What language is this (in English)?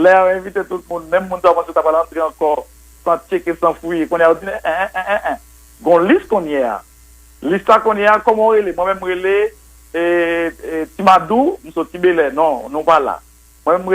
Haitian Creole